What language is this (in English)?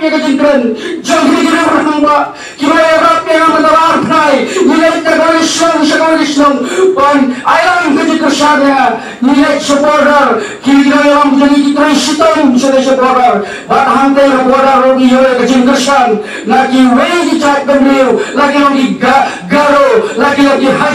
Khasi